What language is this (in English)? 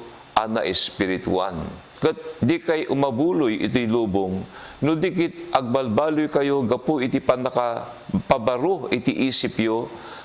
Iloko